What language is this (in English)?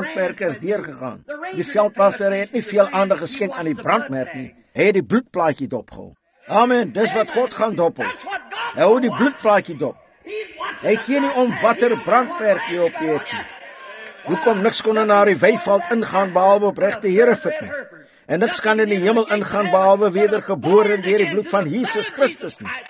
Afrikaans